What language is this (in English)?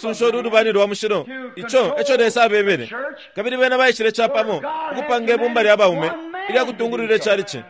Bemba